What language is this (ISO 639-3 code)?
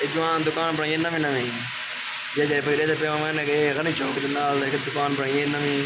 skr